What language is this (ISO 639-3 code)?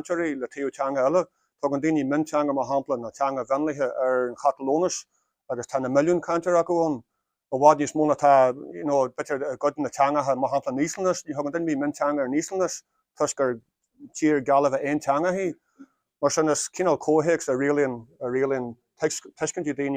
gle